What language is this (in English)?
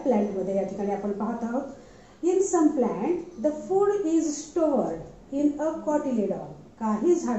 Marathi